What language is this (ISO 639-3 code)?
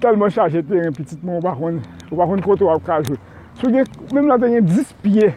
hat